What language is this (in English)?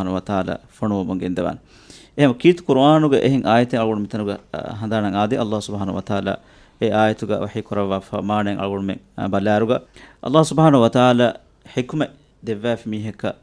Divehi